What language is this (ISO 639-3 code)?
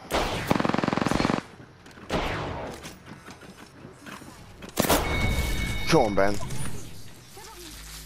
eng